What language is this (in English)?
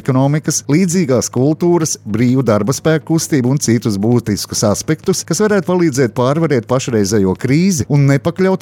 Latvian